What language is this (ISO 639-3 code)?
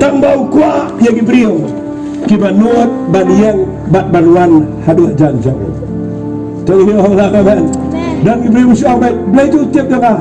kha